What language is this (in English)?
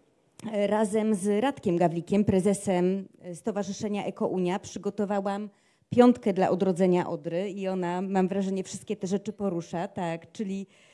Polish